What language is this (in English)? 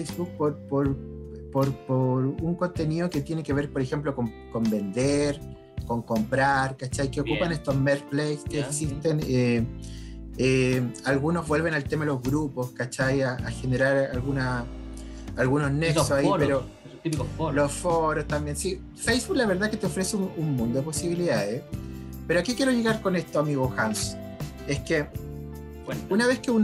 Spanish